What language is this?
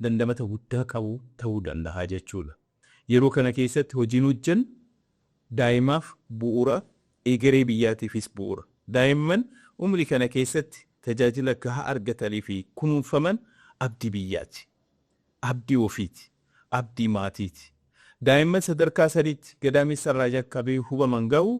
Oromo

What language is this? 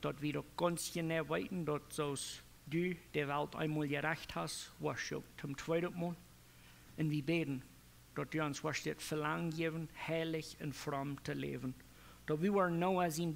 Plautdietsch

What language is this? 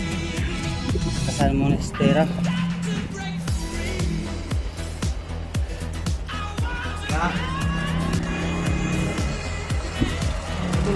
Filipino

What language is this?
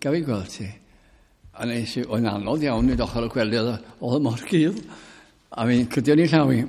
Welsh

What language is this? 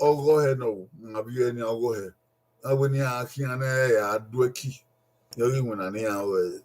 Bini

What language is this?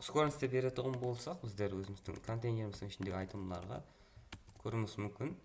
Kara-Kalpak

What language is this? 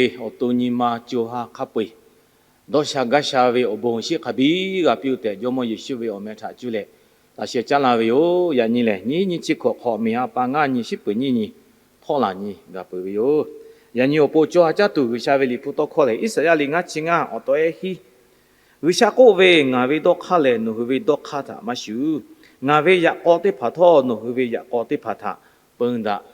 Lahu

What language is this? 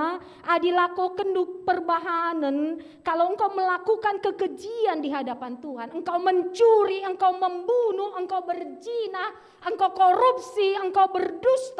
Batak Karo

